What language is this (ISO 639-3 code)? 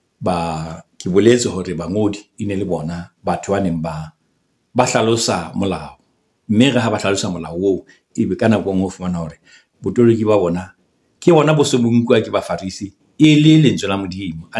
sot